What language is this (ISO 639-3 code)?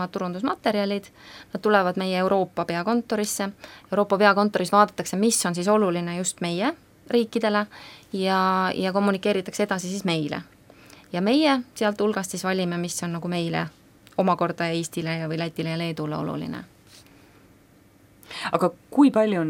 est